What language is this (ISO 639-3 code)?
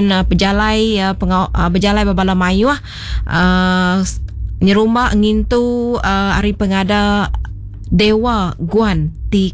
iba